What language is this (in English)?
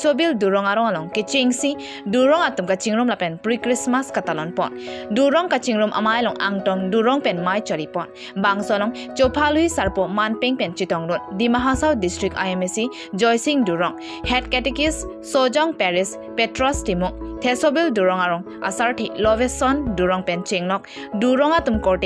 Karbi